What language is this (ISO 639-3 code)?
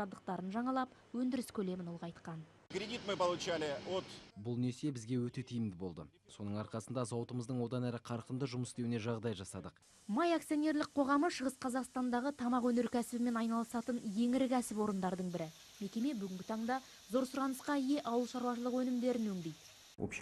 kaz